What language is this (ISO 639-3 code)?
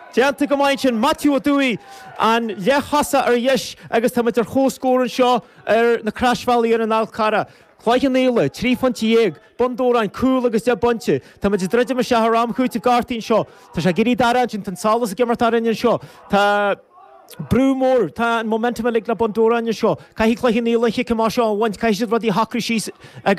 gle